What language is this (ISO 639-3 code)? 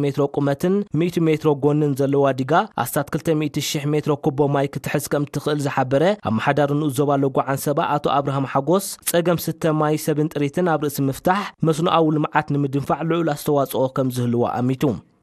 tir